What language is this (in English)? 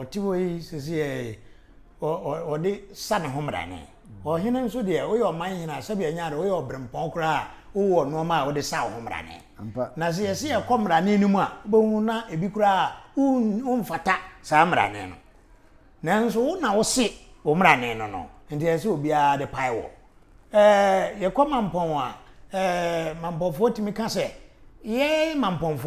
Akan